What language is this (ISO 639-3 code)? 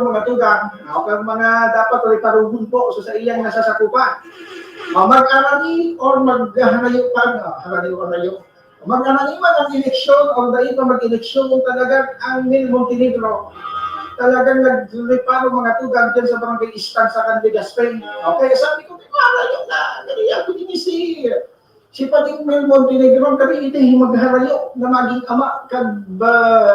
bik